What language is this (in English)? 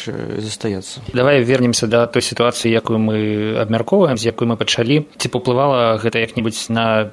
Belarusian